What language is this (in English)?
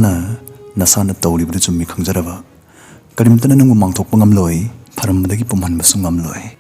Manipuri